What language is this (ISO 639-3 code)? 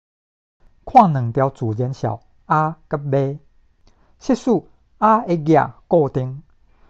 nan